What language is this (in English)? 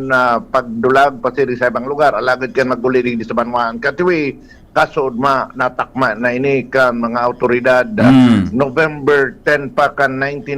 Bikol